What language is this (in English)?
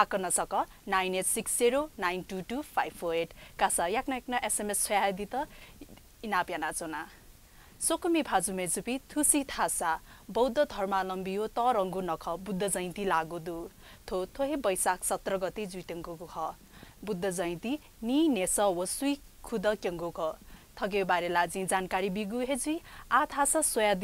Newari